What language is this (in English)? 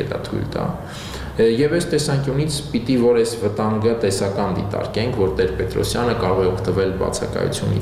Armenian